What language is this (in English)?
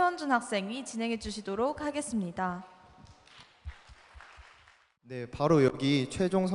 Korean